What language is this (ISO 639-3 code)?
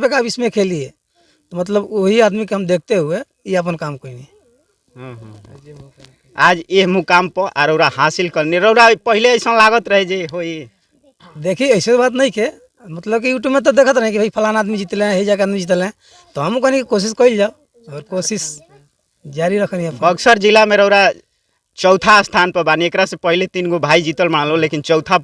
bho